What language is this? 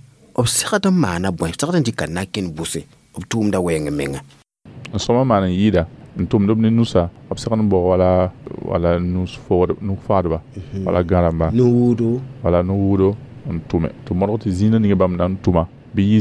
Mossi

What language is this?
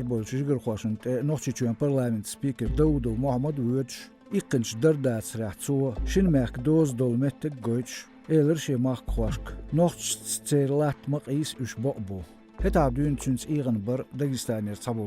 Chechen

